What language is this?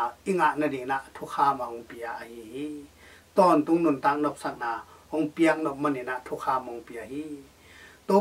Tedim Chin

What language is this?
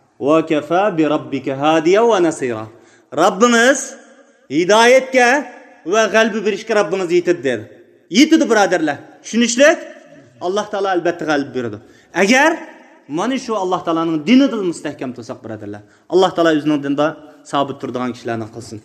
Uyghur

